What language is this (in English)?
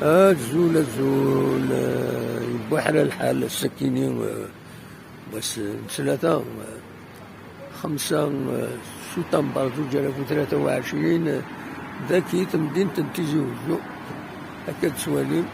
Kabyle